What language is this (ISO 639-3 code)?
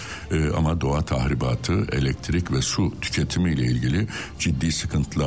tur